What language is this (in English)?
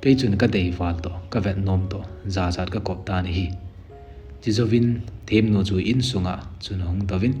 Thado Chin